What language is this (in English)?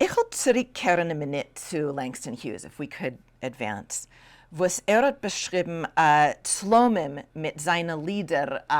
Yiddish